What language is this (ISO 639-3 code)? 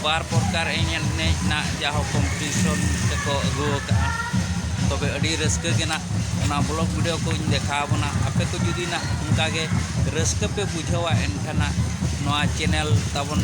sat